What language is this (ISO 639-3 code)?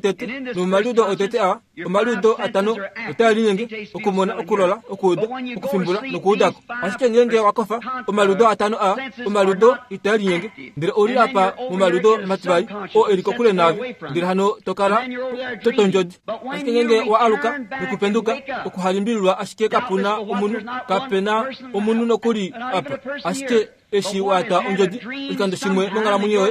kua